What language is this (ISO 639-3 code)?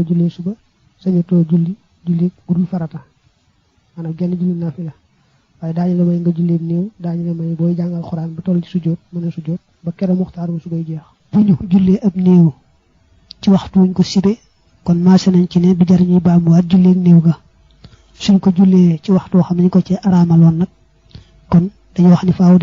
wol